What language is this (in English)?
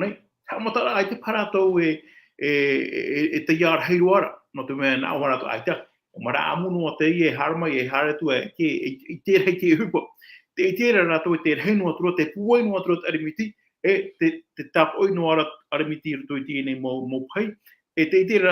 Tahitian